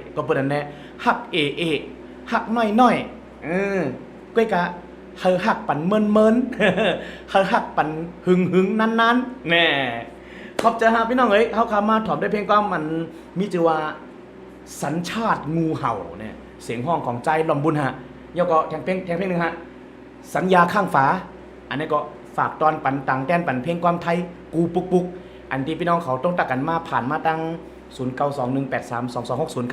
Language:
Shan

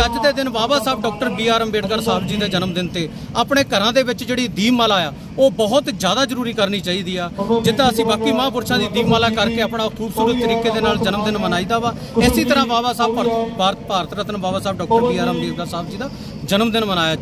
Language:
Punjabi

